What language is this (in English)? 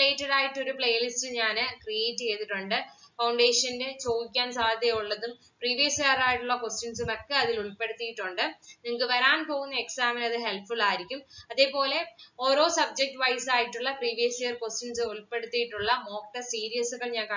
Malayalam